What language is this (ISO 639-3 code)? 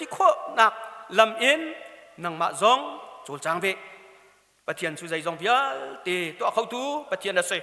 cnh